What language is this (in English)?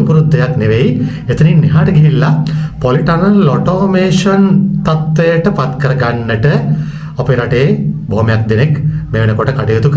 Sinhala